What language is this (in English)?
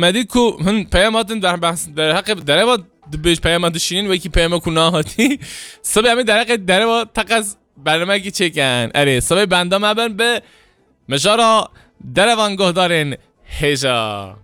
Kurdish